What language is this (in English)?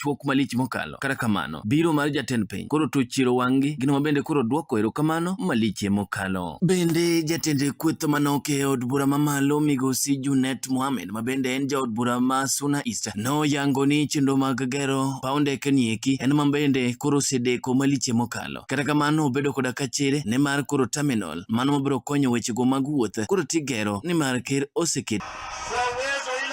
Luo (Kenya and Tanzania)